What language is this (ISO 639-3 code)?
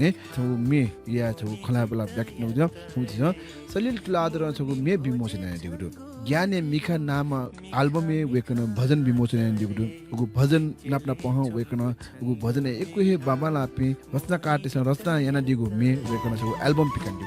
new